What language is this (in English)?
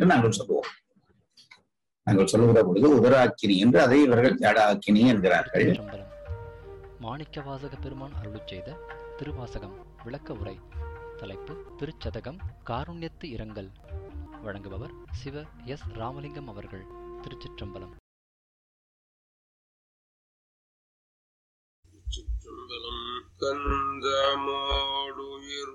Tamil